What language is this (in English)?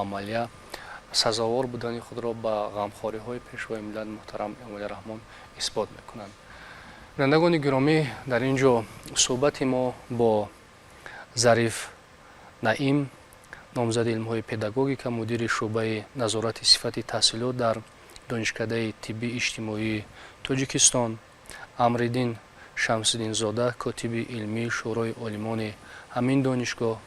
Tajik